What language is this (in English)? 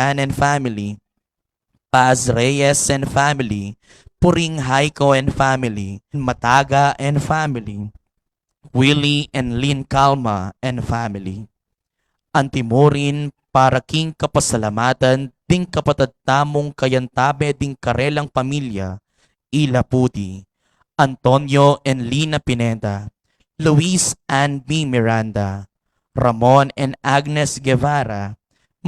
Pampanga